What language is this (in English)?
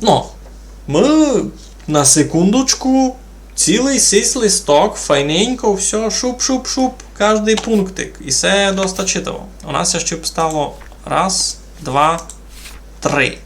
Rusyn